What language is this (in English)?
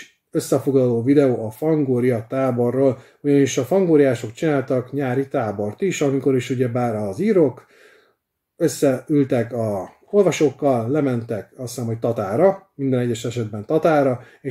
Hungarian